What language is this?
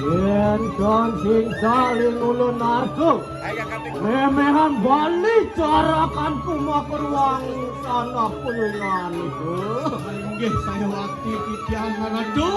Balinese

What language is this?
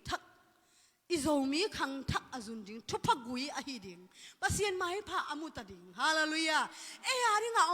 Tedim Chin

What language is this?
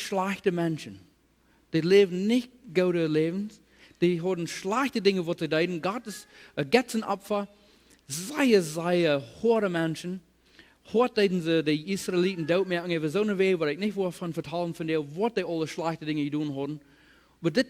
Plautdietsch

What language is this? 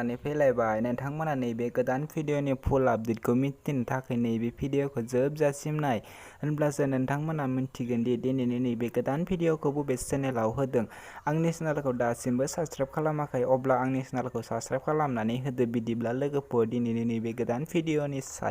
Bodo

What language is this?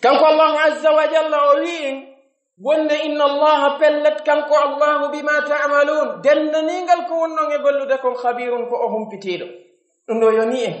Pular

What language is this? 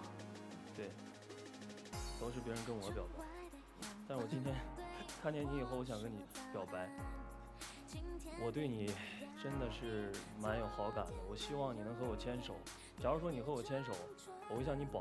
Chinese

